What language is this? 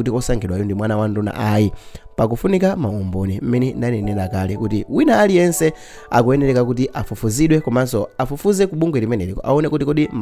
Nyanja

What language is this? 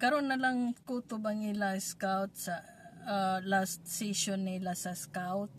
Cebuano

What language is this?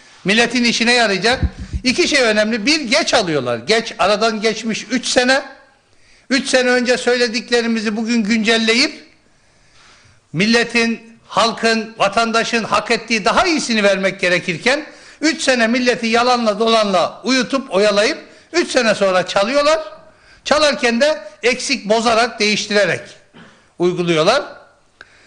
Turkish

